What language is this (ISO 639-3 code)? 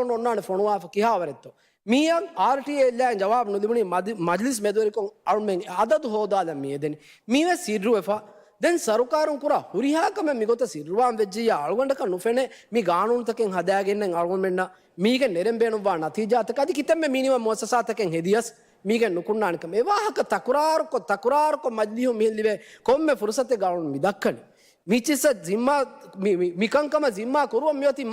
div